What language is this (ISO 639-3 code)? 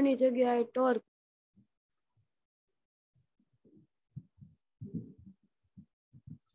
guj